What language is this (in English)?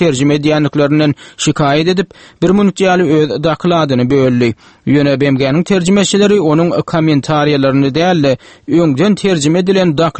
Turkmen